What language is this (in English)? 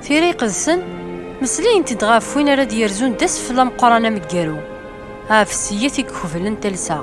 Kabyle